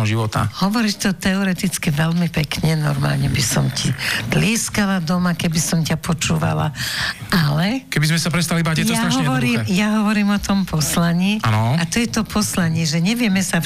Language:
Slovak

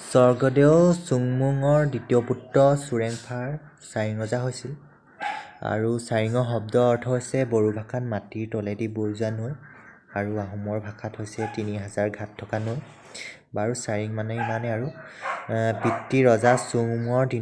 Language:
Assamese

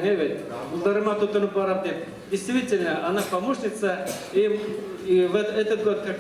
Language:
Bashkir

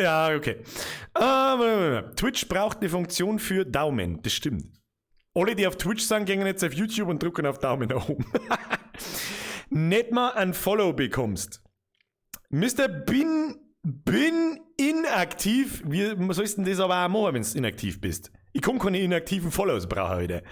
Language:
Bavarian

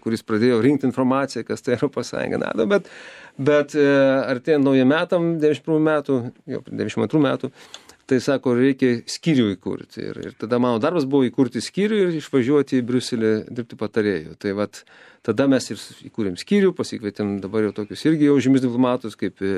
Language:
Lithuanian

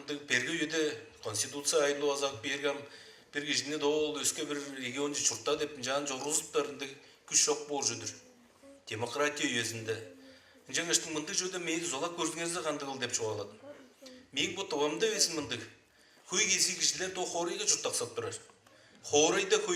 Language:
Tuvinian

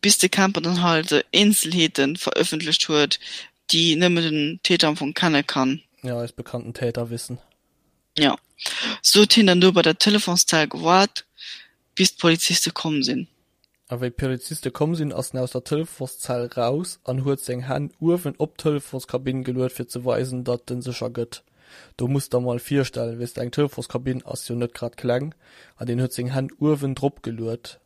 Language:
Luxembourgish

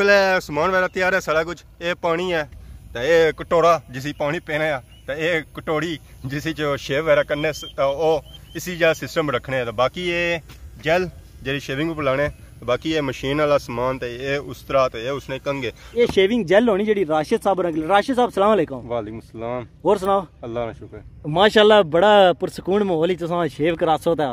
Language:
Pahari-Potwari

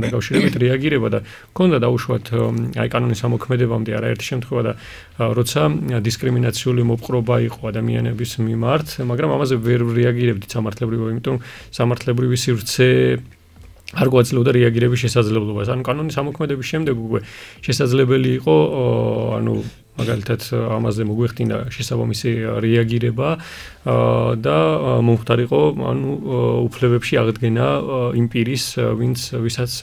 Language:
Georgian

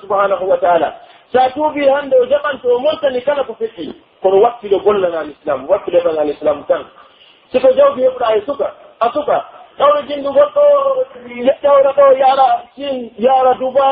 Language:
Pular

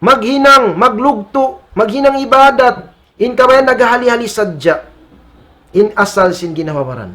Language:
Tausug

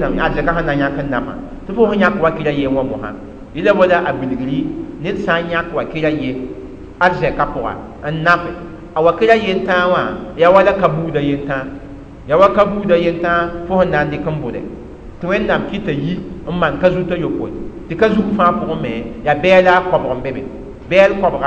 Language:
Mossi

